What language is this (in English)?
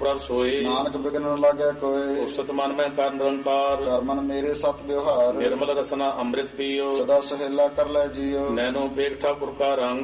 Punjabi